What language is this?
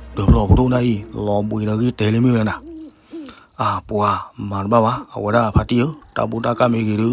S'gaw Karen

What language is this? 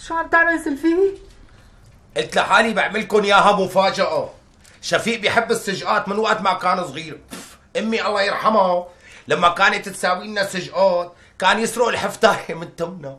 North Levantine Arabic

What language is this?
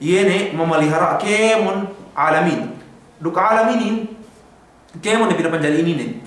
Yakan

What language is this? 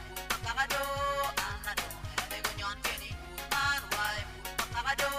Acoli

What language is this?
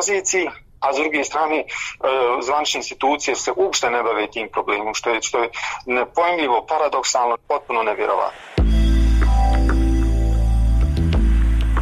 Bosnian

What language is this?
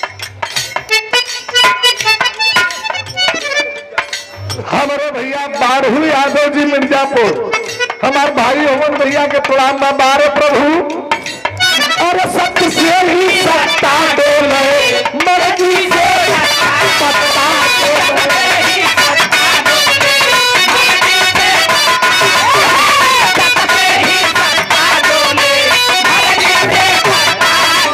Bhojpuri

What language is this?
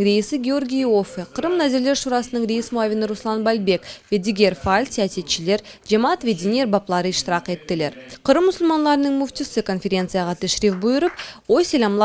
Crimean Tatar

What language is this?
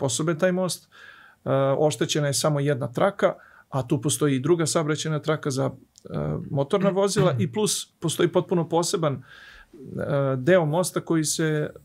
Serbian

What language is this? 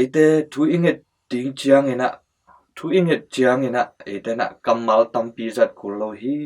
Tedim Chin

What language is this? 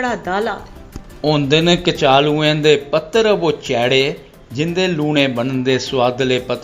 Dogri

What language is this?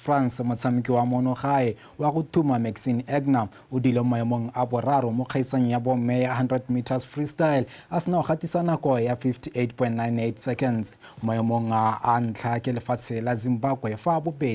Tswana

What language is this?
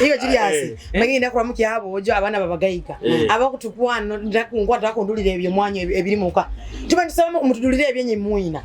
Nyoro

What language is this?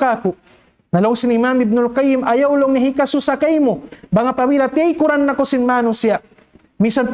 Tausug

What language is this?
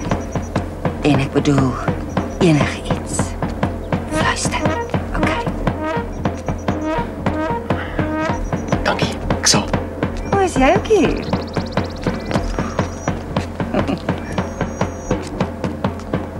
Afrikaans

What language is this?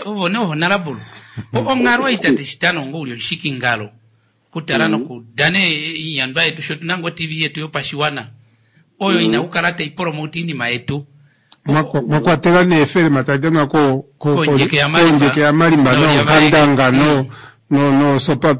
Kuanyama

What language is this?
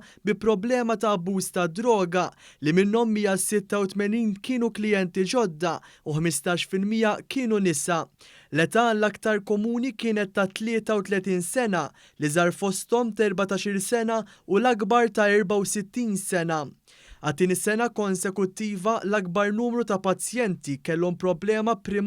Maltese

